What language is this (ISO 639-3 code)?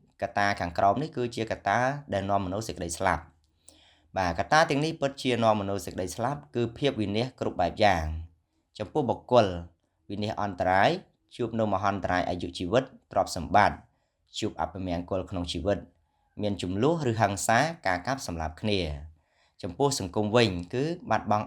khm